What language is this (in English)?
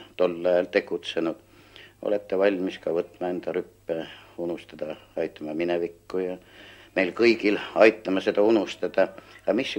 Estonian